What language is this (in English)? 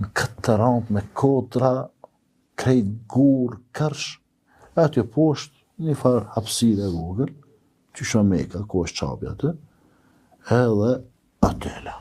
Albanian